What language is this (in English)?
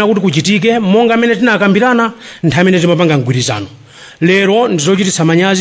Nyanja